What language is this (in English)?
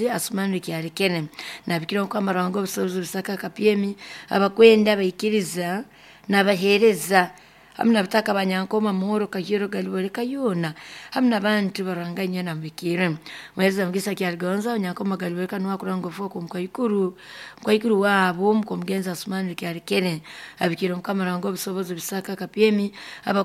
Nyoro